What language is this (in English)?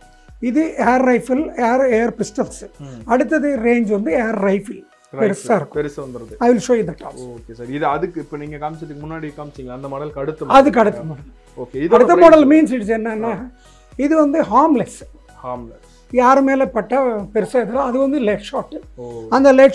Tamil